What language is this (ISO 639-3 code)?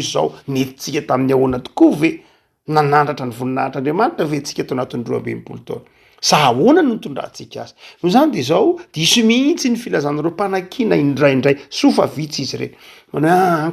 mlg